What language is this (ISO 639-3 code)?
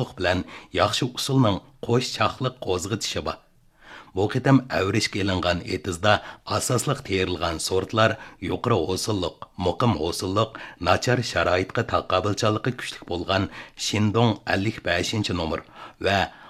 uig